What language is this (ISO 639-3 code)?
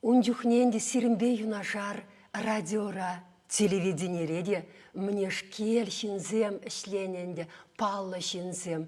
chv